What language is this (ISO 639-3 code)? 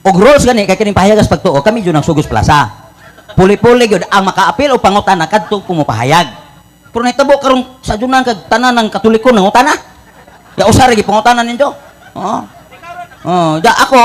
ceb